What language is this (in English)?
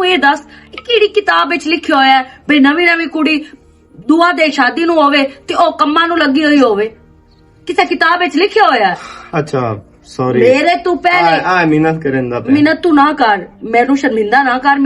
Western Panjabi